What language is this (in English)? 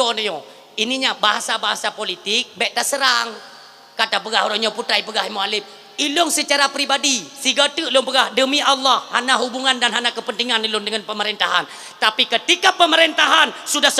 Achinese